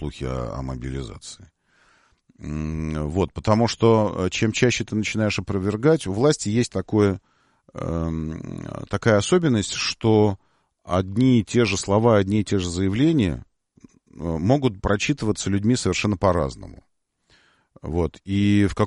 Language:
Russian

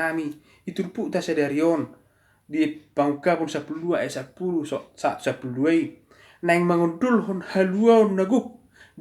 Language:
Batak Toba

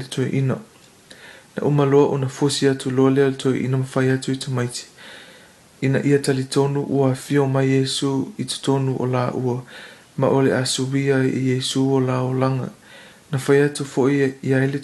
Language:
Samoan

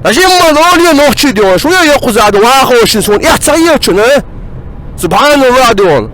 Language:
Chechen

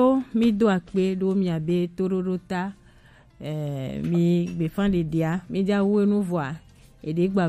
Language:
Gen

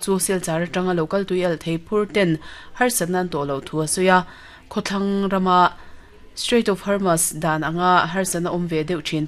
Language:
Mizo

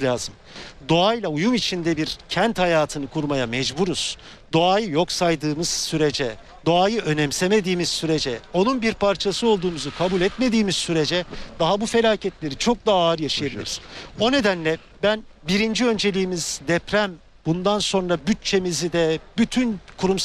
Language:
Turkish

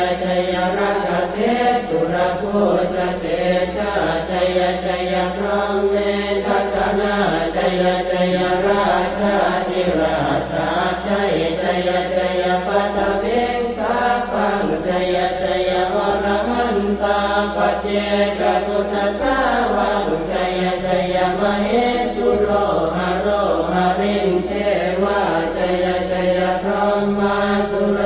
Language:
Pali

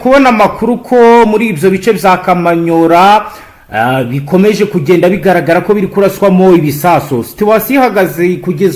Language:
Kinyarwanda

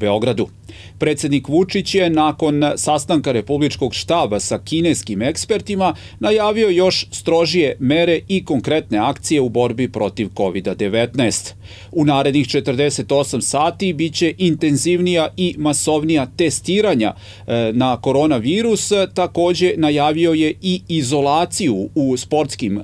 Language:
Serbian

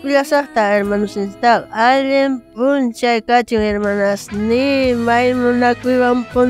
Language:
South Bolivian Quechua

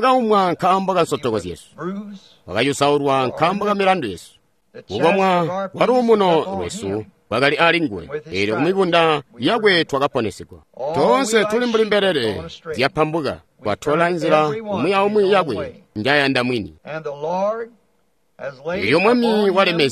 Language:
Tonga (Zambia)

